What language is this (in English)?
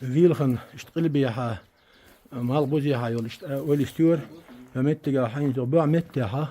Chechen